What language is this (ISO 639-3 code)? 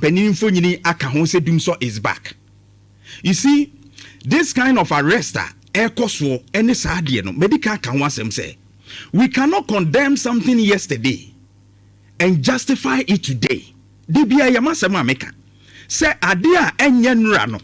aka